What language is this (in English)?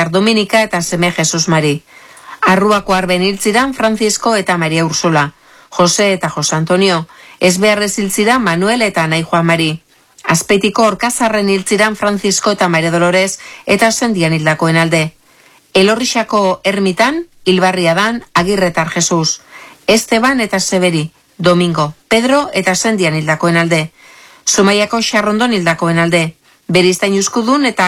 Basque